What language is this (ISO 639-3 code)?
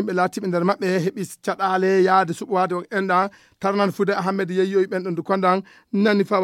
ful